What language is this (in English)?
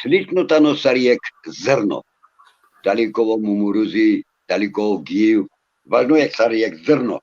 Balkan Romani